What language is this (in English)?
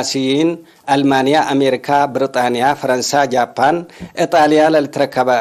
Tigre